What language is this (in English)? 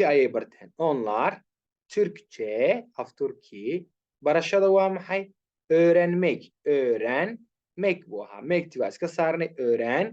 Somali